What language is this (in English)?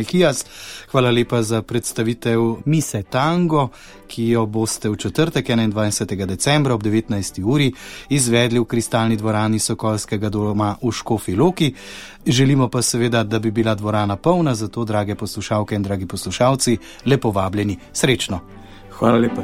Slovenian